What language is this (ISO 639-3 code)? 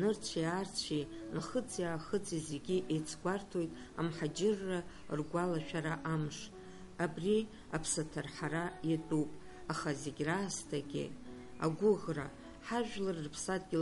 abk